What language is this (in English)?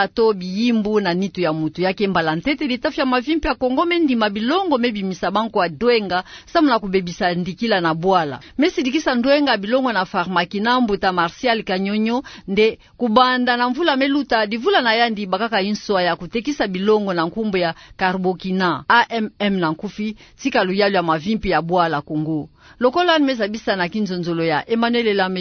Kituba (Democratic Republic of Congo)